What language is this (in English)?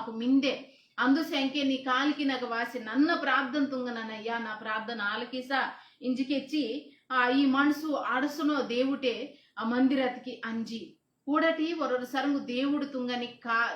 Koya